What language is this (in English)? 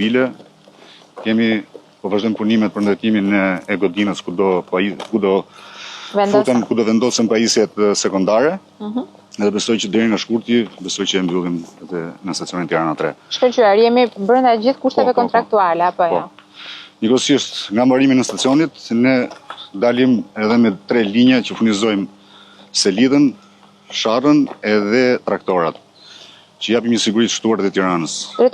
Albanian